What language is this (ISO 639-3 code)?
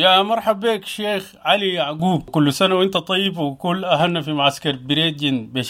apd